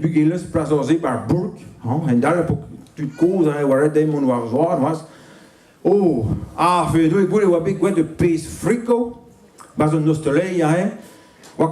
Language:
Breton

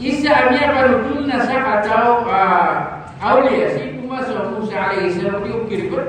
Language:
Maranao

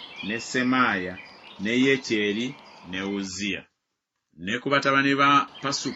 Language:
Ganda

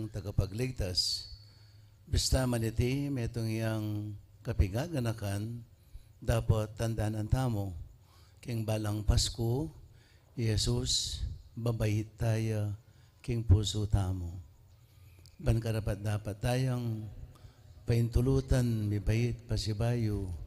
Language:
Pampanga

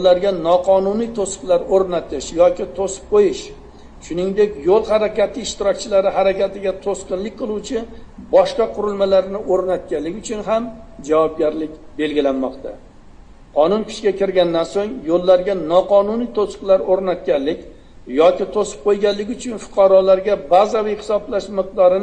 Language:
Uzbek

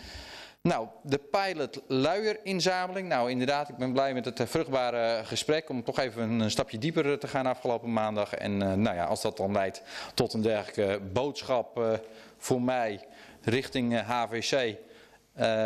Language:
Dutch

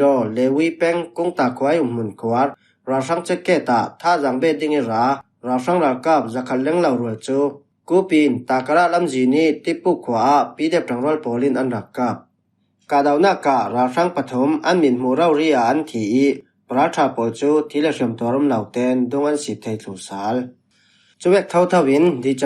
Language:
Falam Chin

